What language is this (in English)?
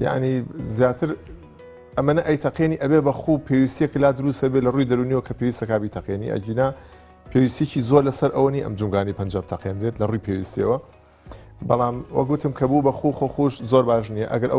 Central Kurdish